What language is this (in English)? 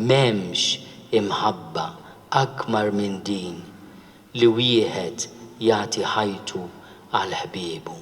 Maltese